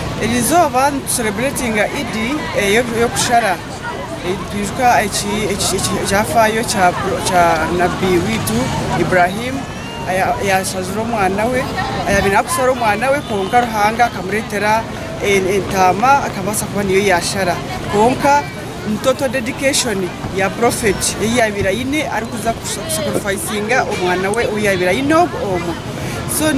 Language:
Nyankole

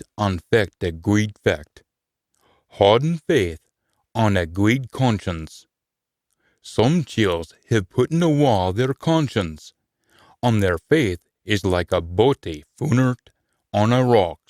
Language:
Scots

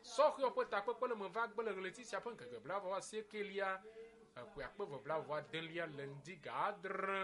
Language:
Ewe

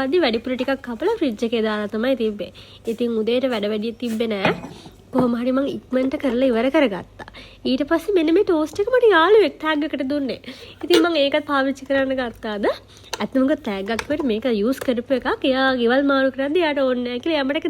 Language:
Sinhala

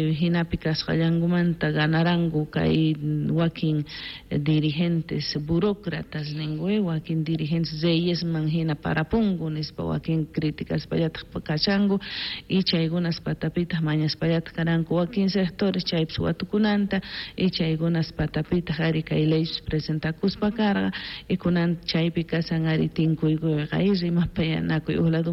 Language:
South Bolivian Quechua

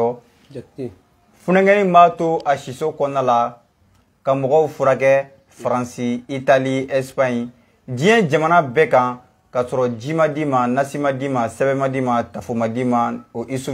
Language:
Bambara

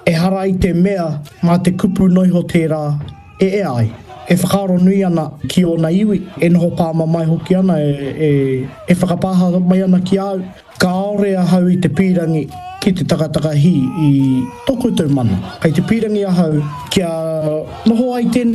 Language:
Māori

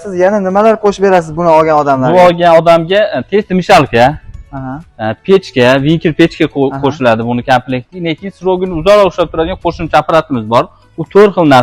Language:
Uzbek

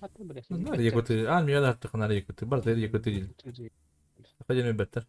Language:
Yakut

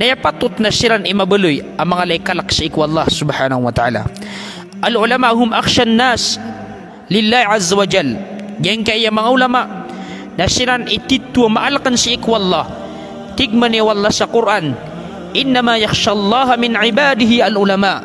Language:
Maranao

